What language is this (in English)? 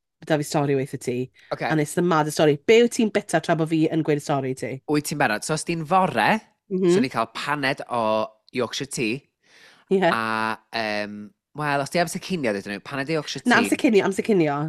Welsh